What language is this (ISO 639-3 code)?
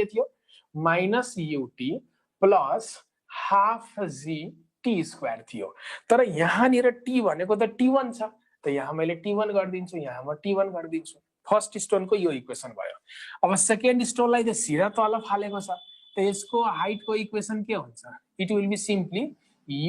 nep